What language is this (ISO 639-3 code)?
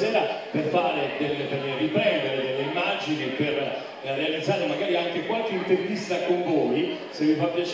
ita